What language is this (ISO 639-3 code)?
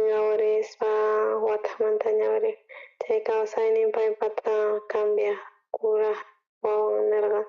quh